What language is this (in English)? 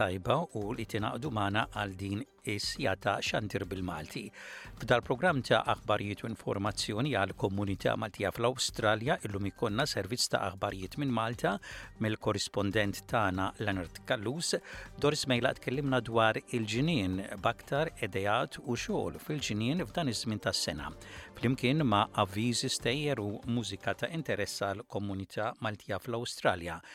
Maltese